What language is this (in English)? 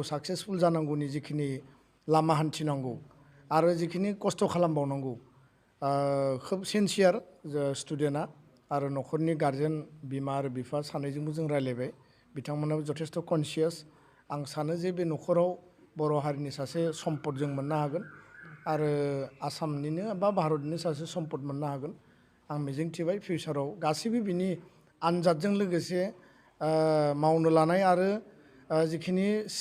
Bodo